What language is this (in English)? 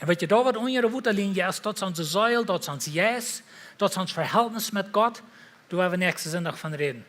Plautdietsch